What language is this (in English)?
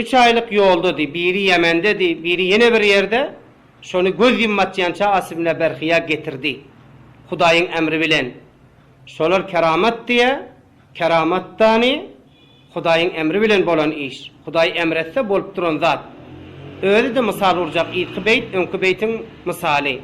Turkmen